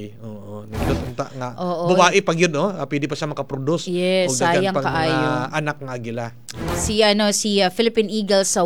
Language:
Cebuano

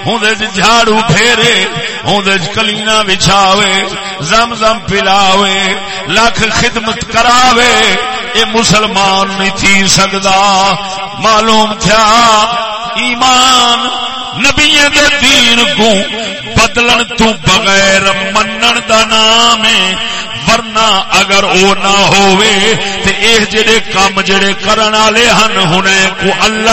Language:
Saraiki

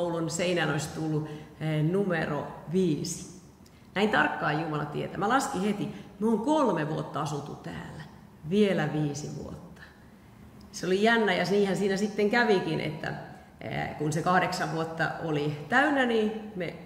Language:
Finnish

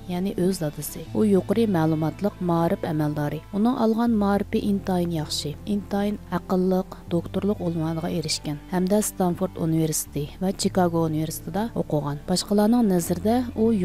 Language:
Uyghur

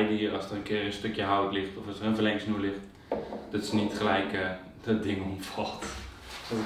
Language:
Dutch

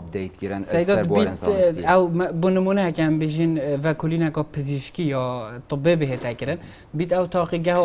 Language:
Kurdish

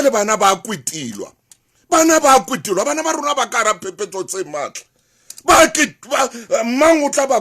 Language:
Southern Sotho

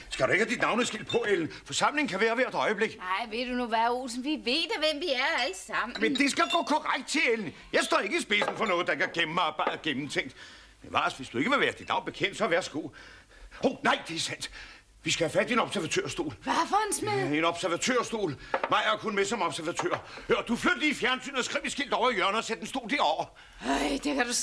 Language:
Danish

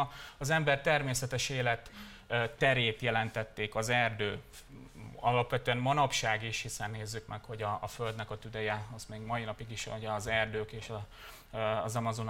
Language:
Hungarian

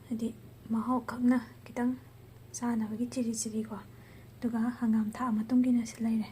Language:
Manipuri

